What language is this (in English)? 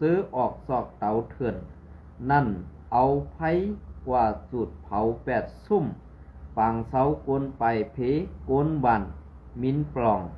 Shan